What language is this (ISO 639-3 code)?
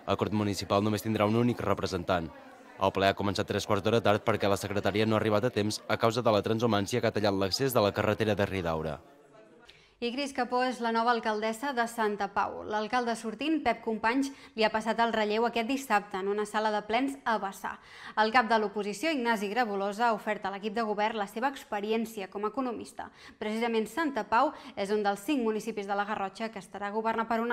cat